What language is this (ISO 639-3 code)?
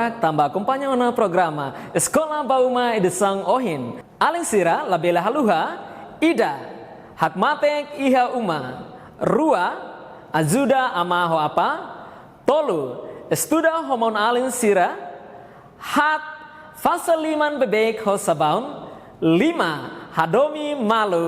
tet